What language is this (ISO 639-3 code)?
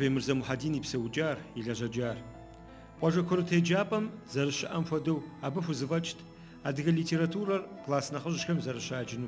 kbd